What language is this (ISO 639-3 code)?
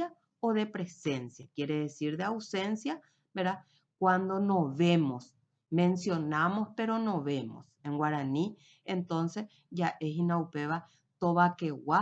grn